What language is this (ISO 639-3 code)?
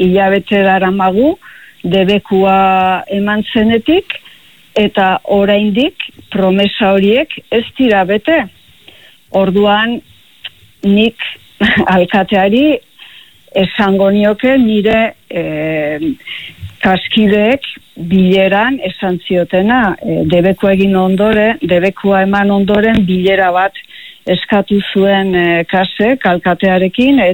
eus